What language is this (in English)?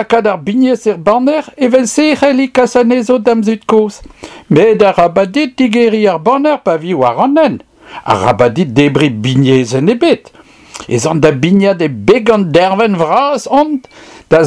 Breton